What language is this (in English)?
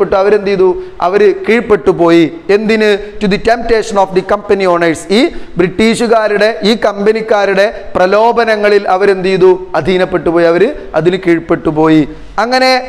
Malayalam